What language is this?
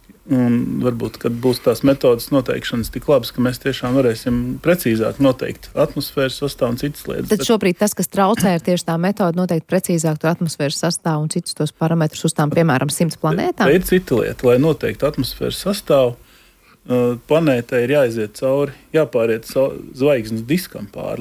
Latvian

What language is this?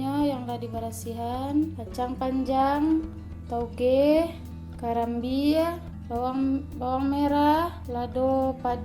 Minangkabau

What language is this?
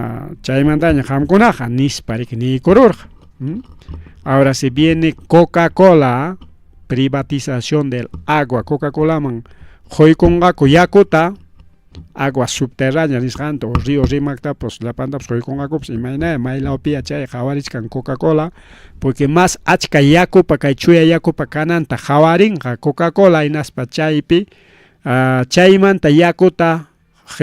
Ayacucho Quechua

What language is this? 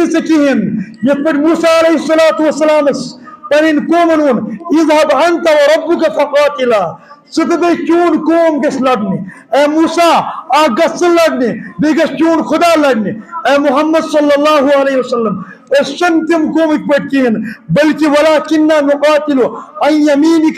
Kashmiri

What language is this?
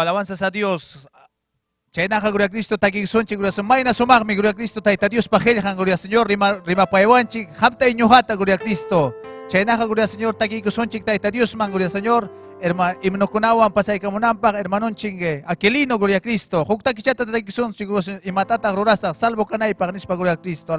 Ayacucho Quechua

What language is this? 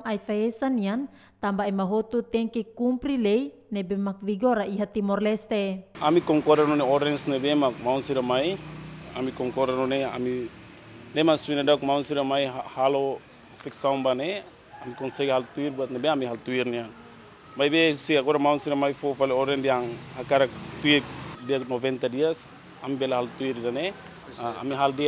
Tetum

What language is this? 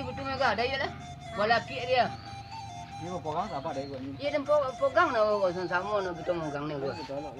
Minangkabau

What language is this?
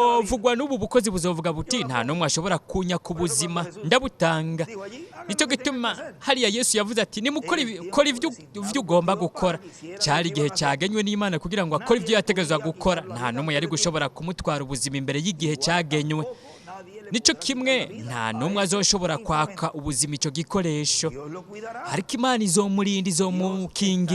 Rundi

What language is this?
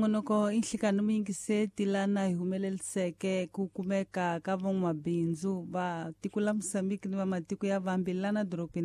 Tsonga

